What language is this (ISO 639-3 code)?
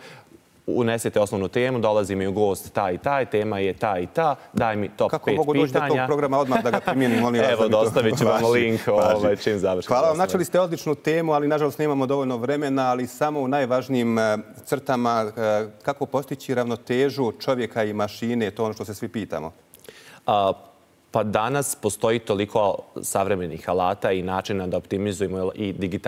bos